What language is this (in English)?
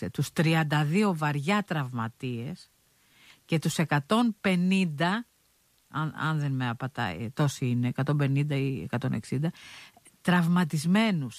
Greek